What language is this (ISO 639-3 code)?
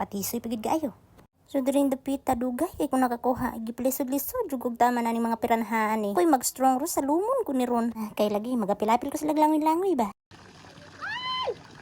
ceb